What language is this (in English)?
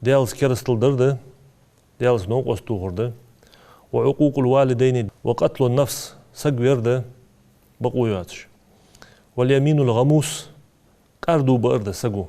Ingush